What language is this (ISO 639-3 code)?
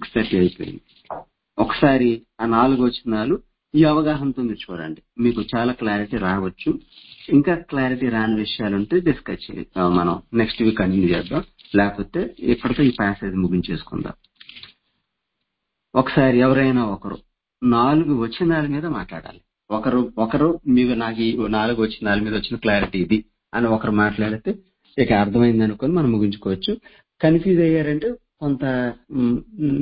tel